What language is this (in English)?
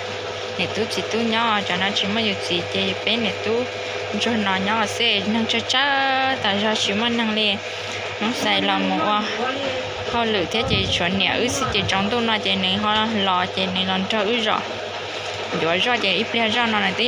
Hmong